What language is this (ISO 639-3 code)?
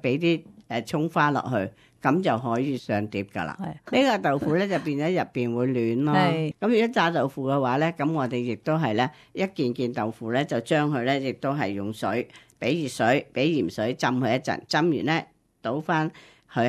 yue